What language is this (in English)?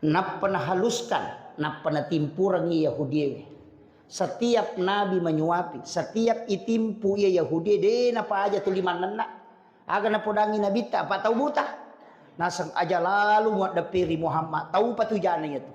Buginese